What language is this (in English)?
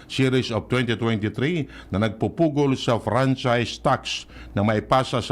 Bikol